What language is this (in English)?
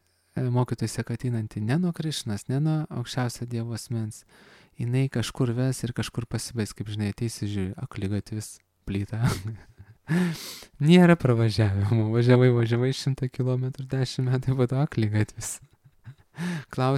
Lithuanian